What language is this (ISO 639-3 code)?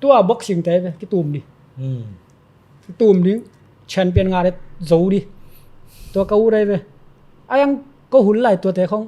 ctd